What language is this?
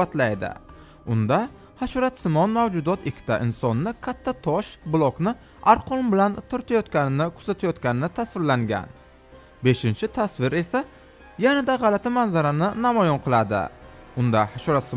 Uzbek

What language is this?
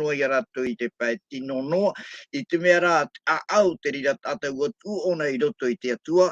Tahitian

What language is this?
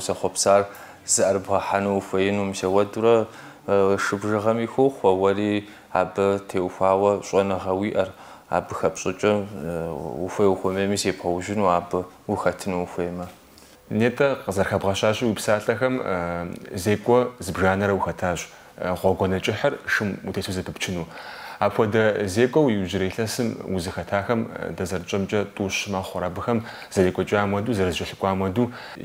Kabardian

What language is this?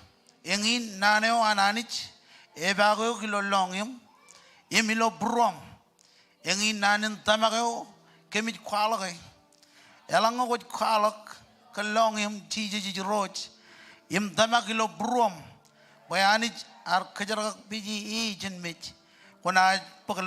Marshallese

